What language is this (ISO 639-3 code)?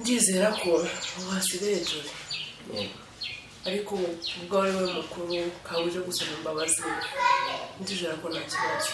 kin